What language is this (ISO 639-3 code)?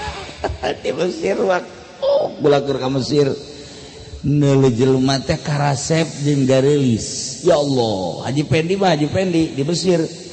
sun